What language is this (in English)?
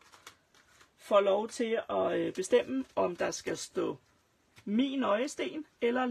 Danish